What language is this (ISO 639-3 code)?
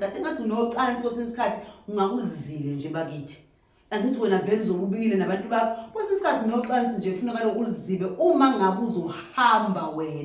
zul